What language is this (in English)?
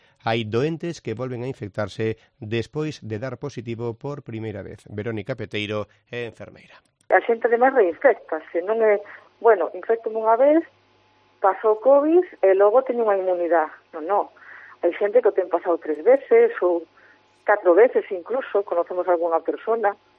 Galician